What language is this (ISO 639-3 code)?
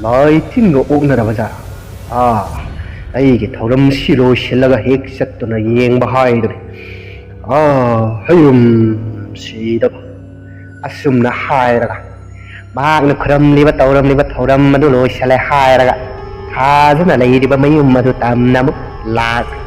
mni